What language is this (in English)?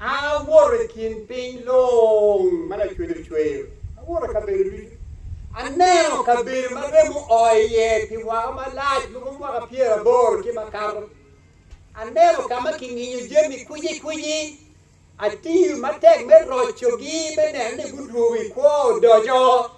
Acoli